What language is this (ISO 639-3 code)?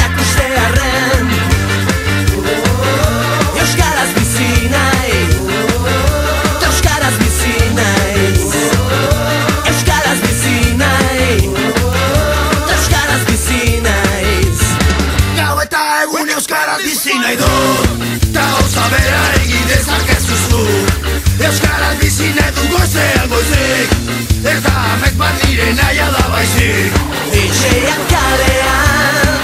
eus